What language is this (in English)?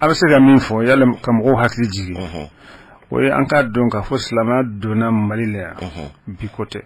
Bambara